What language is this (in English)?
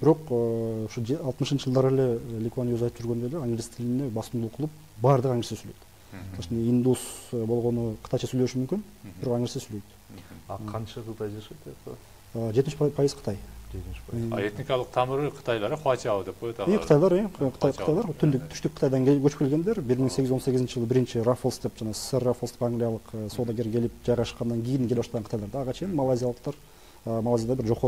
Kyrgyz